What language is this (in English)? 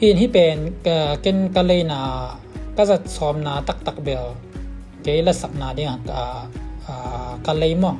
Tedim Chin